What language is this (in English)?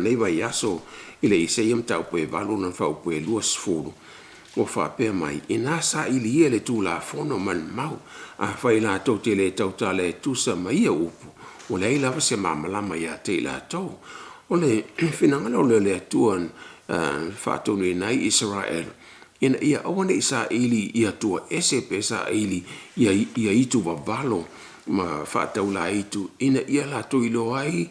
Samoan